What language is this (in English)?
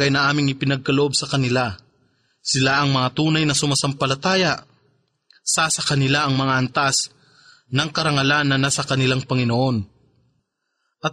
Filipino